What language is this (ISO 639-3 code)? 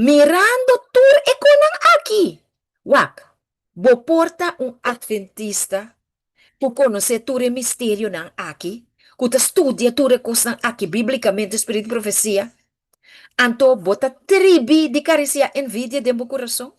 pap